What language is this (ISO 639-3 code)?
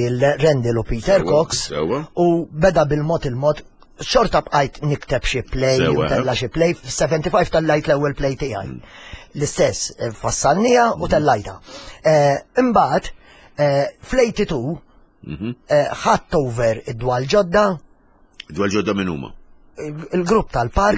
mlt